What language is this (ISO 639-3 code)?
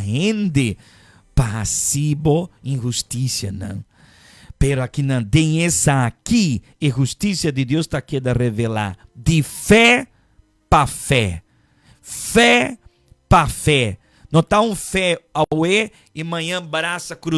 pap